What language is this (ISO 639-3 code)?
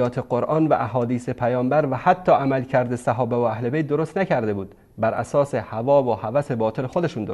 fas